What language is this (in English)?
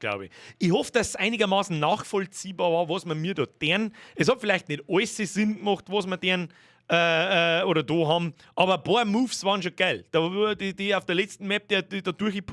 Bavarian